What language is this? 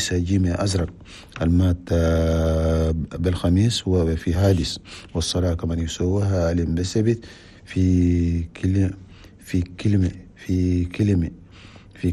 Chadian Arabic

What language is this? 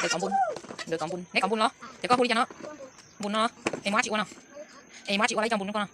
Hmong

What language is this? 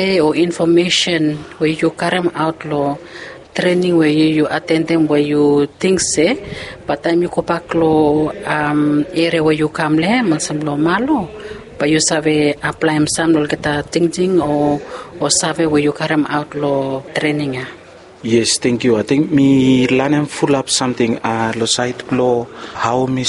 Bislama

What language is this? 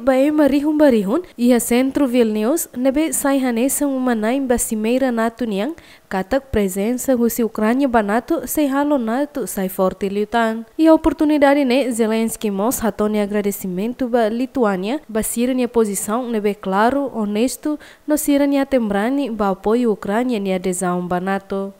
Tetum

